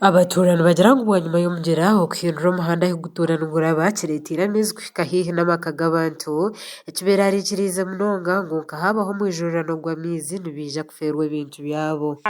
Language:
Nyankole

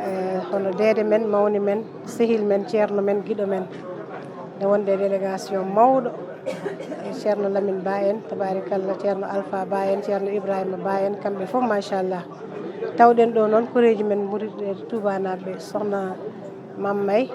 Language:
Fula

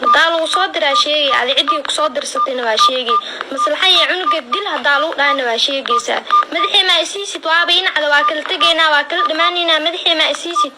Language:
Somali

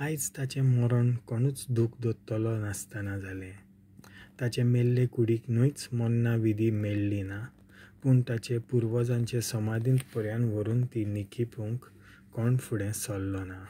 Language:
Konkani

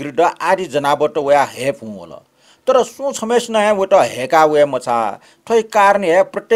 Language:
Newari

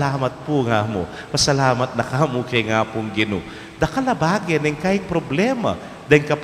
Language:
Pampanga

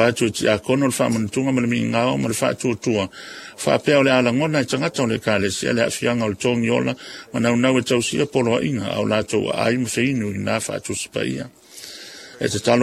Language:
Samoan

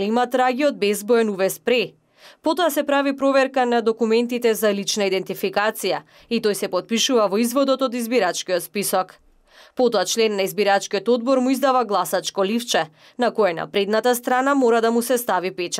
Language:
Macedonian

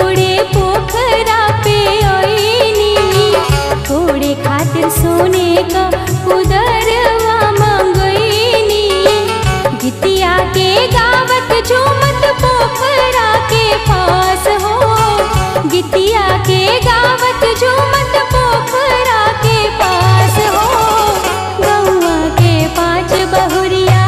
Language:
Bhojpuri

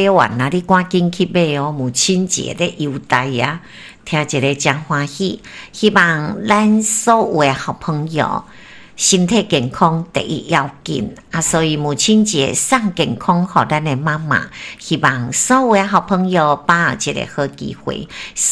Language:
Min Nan Chinese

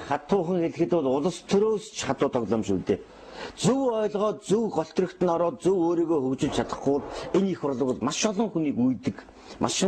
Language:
Mongolian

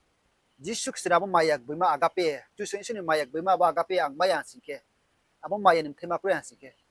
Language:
Riang (India)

